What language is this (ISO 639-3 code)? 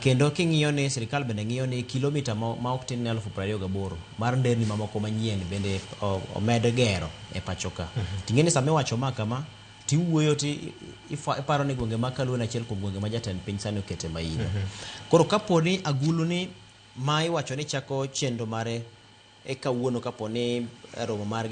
luo